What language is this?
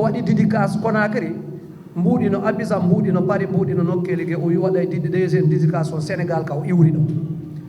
Fula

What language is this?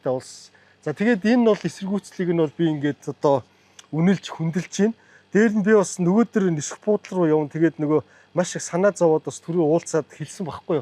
Mongolian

